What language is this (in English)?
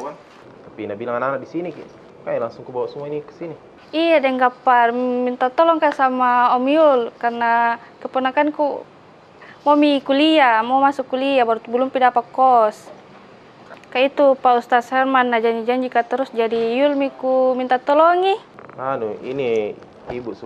Makassar Malay